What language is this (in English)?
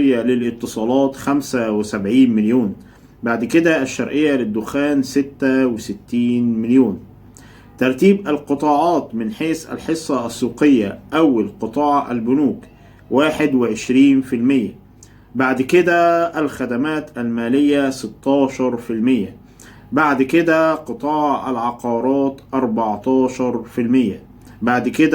Egyptian Arabic